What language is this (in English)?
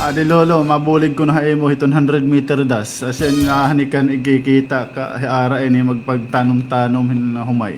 Waray